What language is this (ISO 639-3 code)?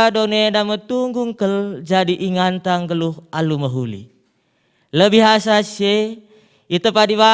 btx